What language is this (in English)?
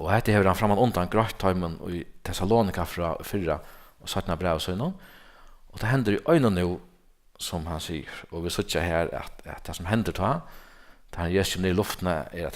Faroese